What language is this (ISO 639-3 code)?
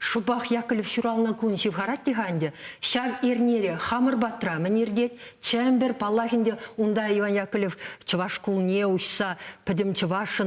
chv